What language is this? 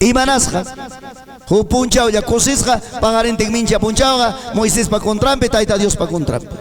Ayacucho Quechua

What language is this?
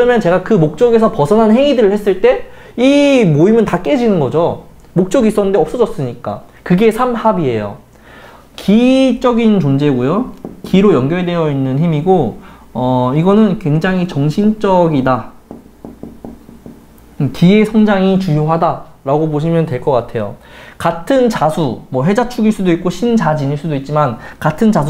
Korean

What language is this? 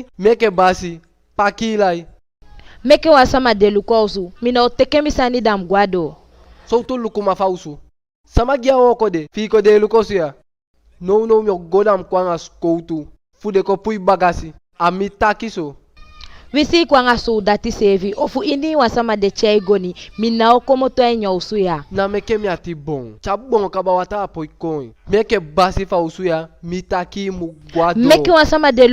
Eastern Maroon Creole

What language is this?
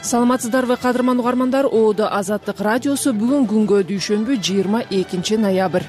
Kyrgyz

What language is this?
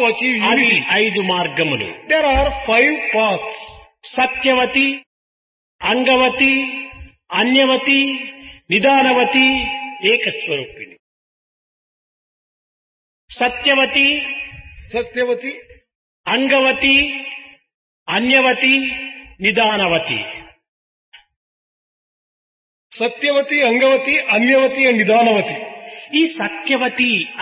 Telugu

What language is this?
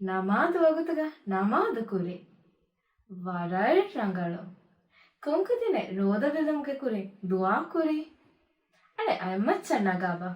Divehi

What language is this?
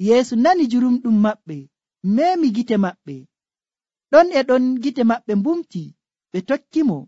Nigerian Fulfulde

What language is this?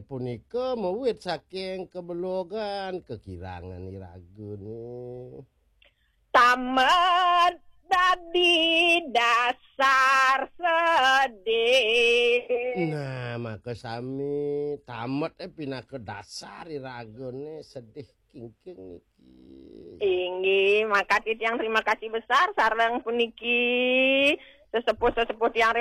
Balinese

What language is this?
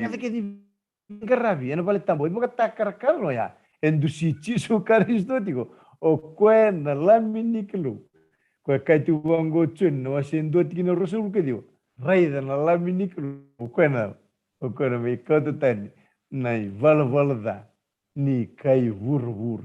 Fijian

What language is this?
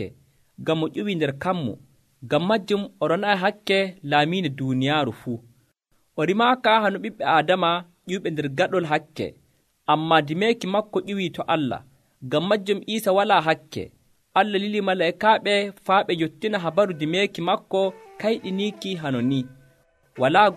Nigerian Fulfulde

